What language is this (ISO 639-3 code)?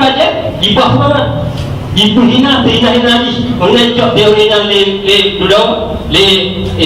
ace